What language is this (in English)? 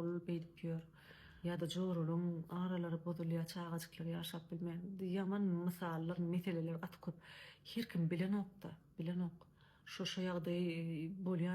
Turkmen